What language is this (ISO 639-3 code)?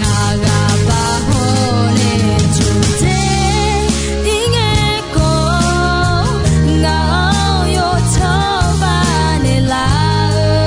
ahk